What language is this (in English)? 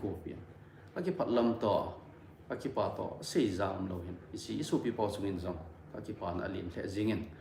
Thado Chin